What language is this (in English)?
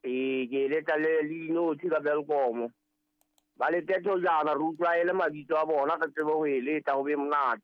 Southern Sotho